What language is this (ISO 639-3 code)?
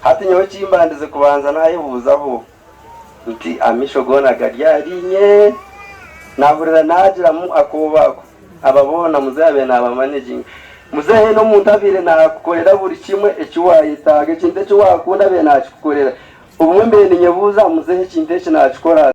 nyn